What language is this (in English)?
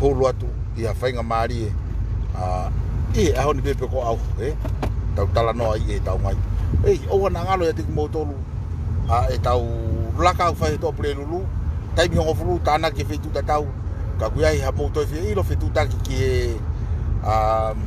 Tongan